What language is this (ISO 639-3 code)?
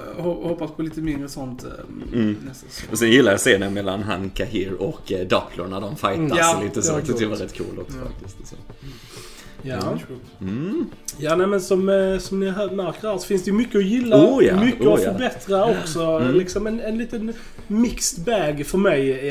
swe